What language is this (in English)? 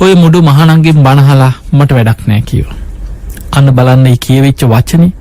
Sinhala